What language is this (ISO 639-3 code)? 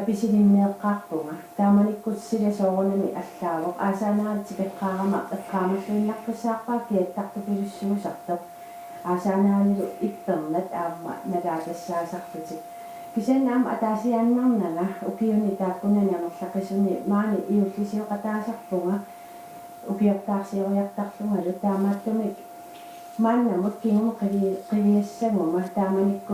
kal